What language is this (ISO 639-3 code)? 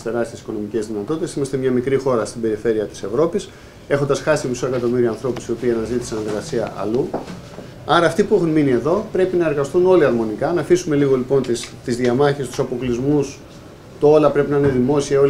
ell